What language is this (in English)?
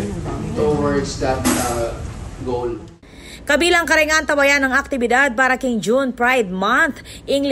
Pampanga